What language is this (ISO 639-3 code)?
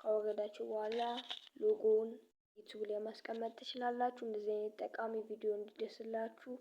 amh